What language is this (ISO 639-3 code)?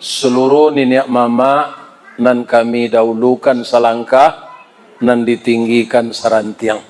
min